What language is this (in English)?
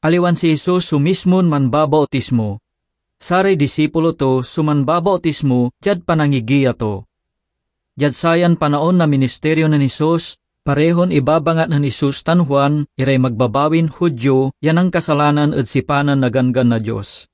Pangasinan